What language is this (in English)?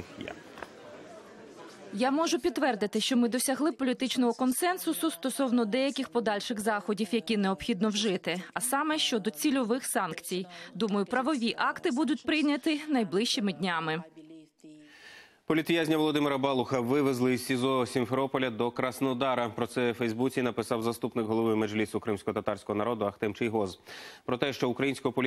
Ukrainian